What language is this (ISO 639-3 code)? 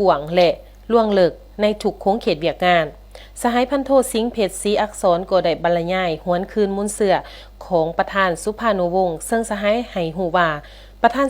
lao